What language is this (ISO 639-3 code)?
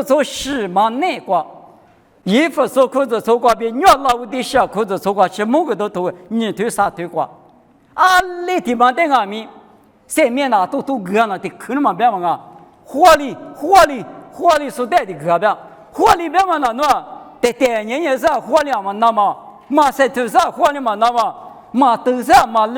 lis